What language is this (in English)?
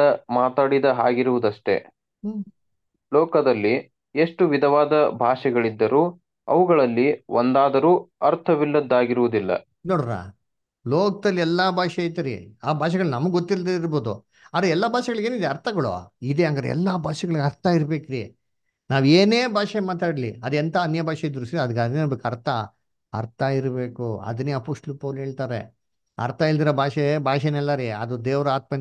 Kannada